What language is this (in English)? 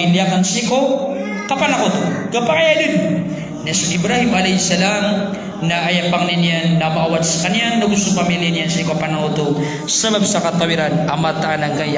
Maranao